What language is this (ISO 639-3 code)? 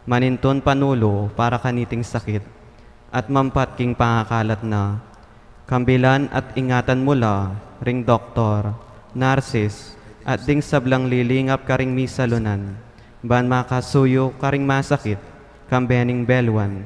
pam